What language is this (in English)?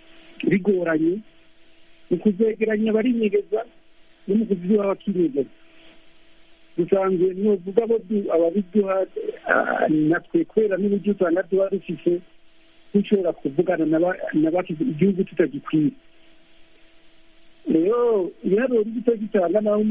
Kinyarwanda